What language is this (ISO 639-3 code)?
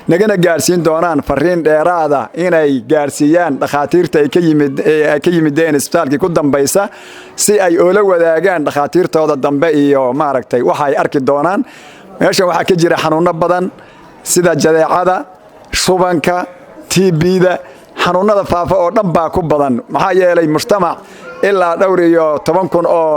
som